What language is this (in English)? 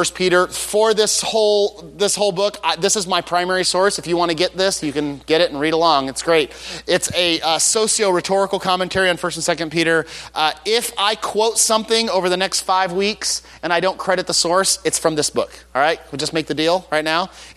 English